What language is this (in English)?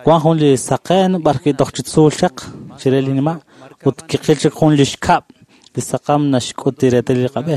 Kekchí